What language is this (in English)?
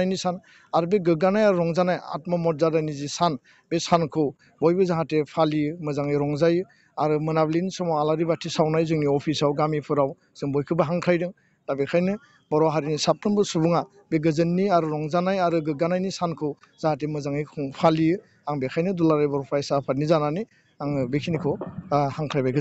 Bodo